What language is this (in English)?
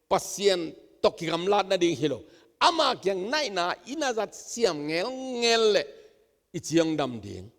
Tedim Chin